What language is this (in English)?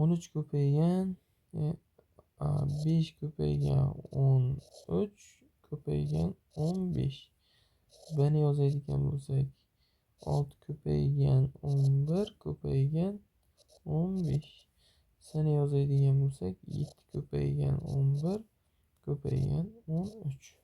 Uzbek